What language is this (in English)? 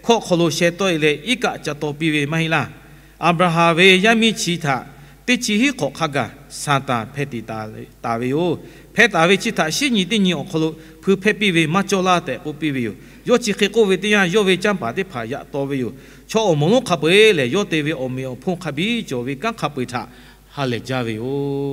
Lahu